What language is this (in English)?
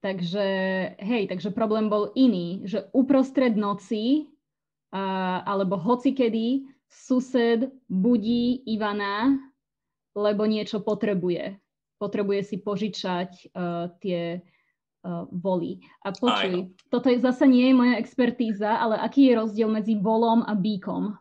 Rusyn